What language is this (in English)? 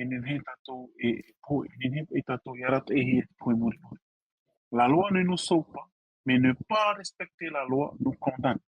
Tahitian